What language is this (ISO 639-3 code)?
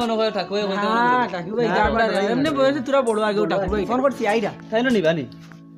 syl